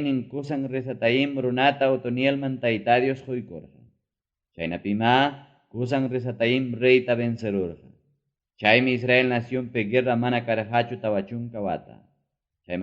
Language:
Ayacucho Quechua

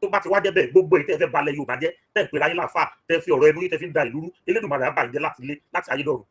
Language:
Yoruba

